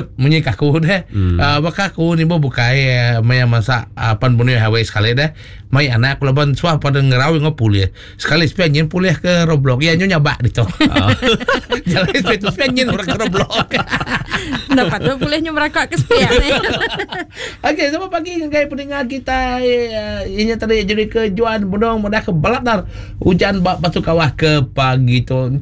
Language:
Iban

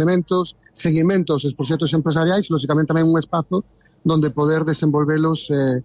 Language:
Galician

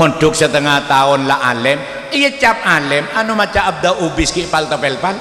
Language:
Madurese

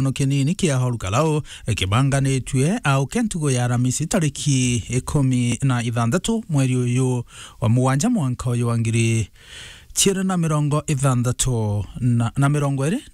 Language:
Meru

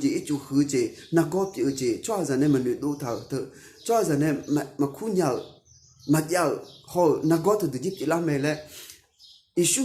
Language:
Akha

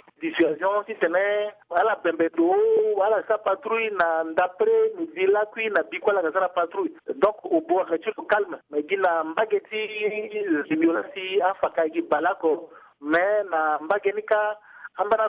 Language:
Sango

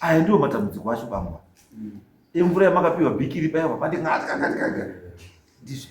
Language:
Shona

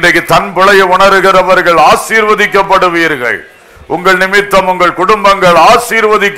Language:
Tamil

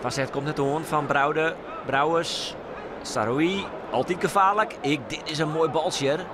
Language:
Western Frisian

